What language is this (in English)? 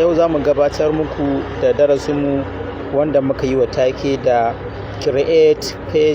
Hausa